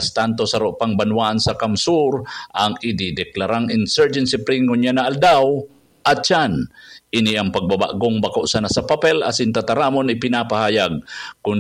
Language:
Bikol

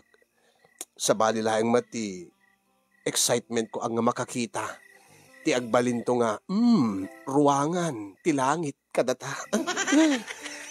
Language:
Iloko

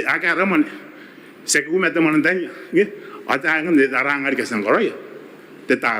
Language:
Gilbertese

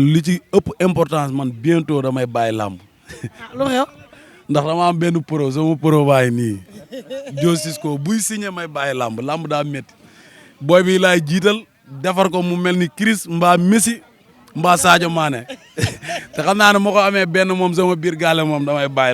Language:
Wolof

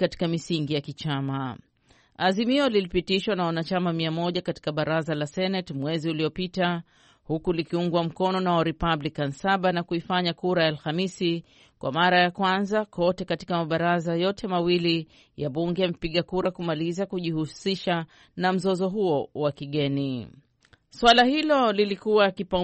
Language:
Swahili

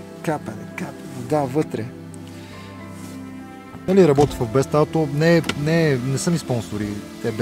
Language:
Bulgarian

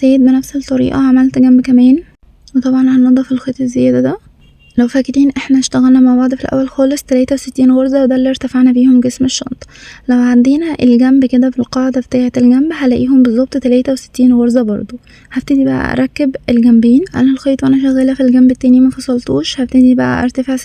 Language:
Egyptian Arabic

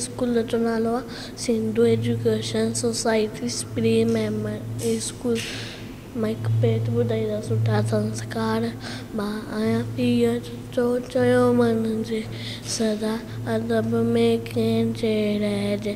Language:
Sindhi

